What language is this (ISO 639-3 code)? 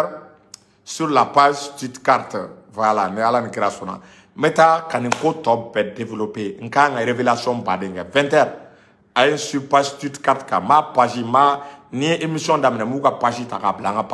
bam